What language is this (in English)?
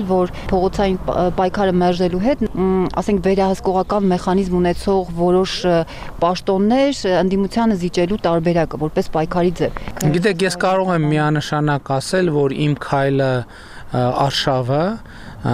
Armenian